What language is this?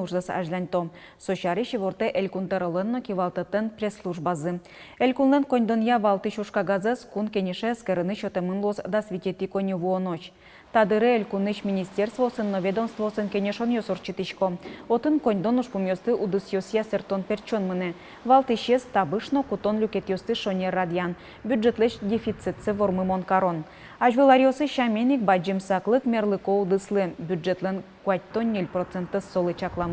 Udmurt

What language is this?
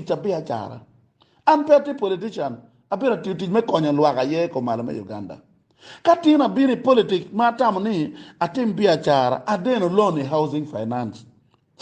Acoli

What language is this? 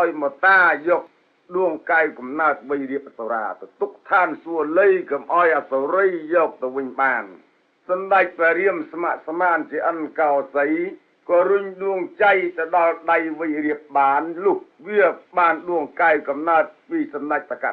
Khmer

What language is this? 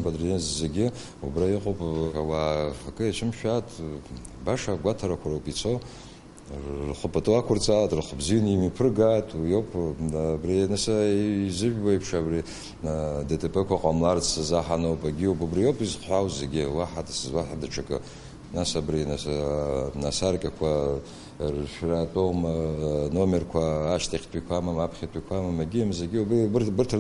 Abkhazian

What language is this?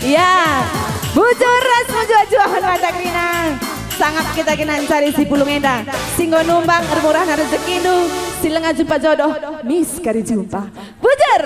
Batak Karo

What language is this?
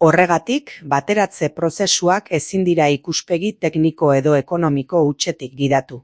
Basque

